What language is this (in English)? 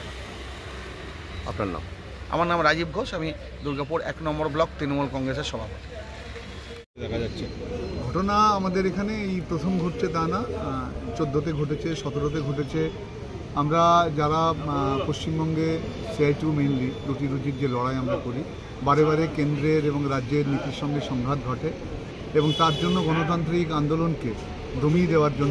Bangla